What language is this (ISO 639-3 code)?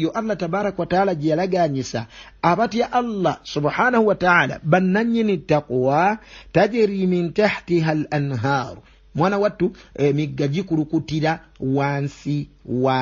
lug